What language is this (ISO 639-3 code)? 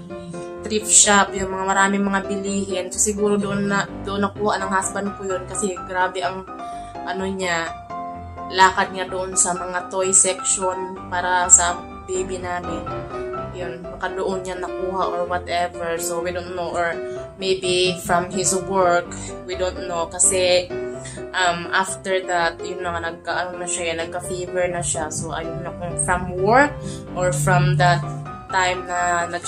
fil